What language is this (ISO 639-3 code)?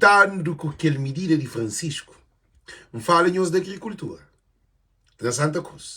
kea